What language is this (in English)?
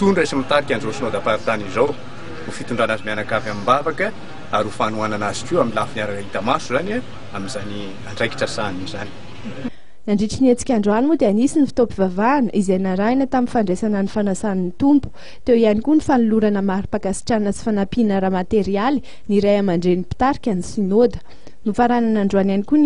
Malagasy